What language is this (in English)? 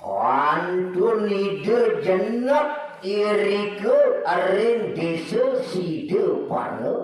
Balinese